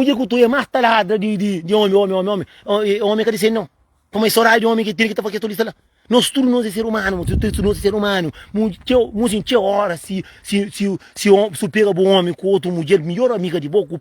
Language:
Kabuverdianu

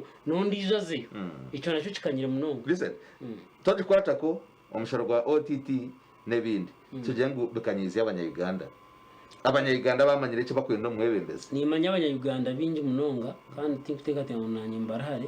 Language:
Nyankole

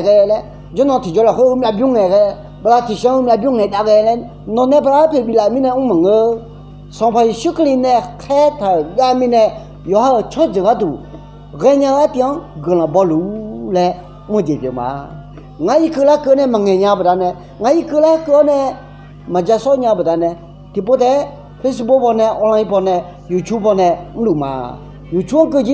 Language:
Akha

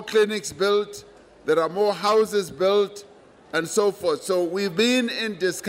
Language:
English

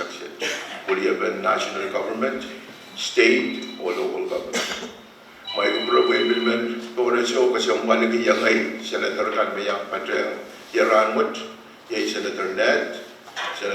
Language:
Pohnpeian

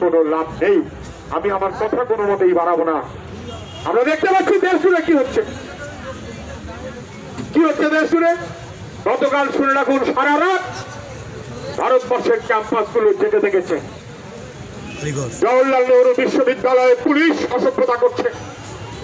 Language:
Bangla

